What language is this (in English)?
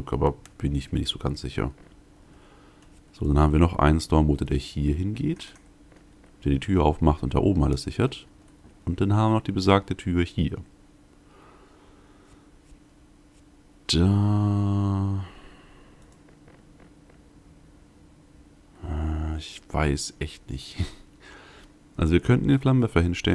German